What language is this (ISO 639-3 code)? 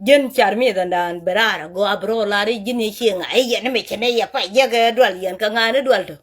nus